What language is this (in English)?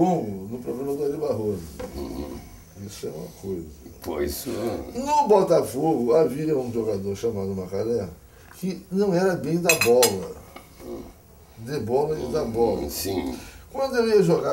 Portuguese